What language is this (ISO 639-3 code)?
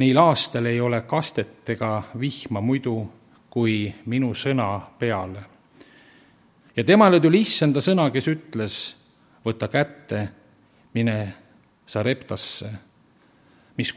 est